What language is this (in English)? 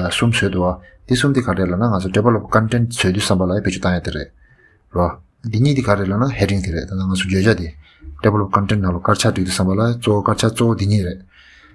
Tibetan